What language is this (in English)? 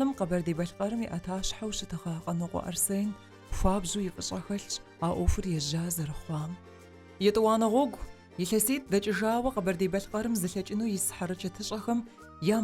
Kabardian